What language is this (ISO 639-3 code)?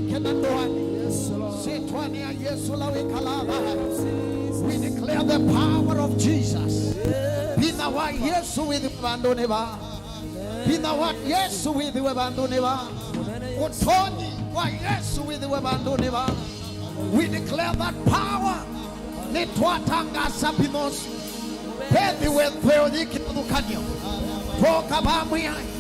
kam